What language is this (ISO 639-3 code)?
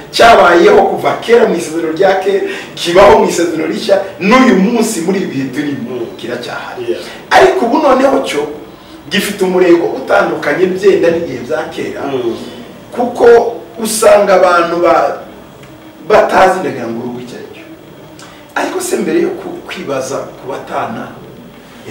kin